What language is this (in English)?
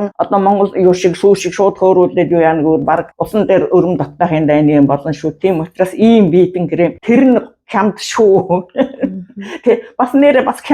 Mongolian